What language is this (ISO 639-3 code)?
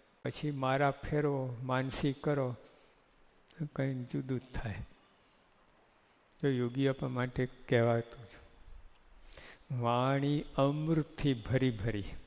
guj